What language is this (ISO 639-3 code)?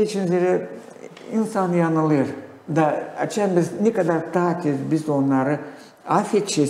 gag